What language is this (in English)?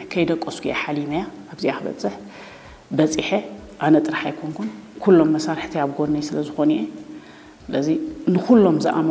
Tigrinya